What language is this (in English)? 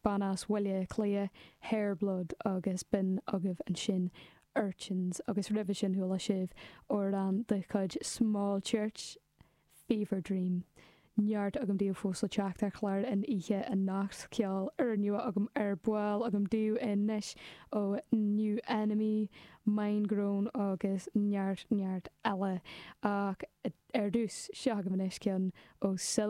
Irish